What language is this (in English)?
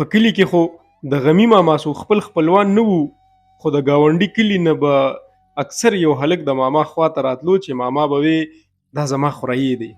Pashto